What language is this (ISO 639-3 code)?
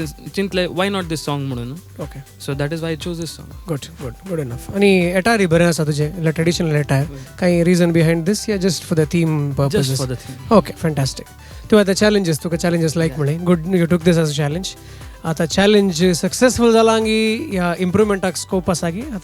kok